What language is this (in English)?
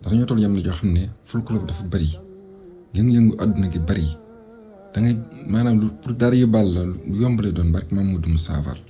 Wolof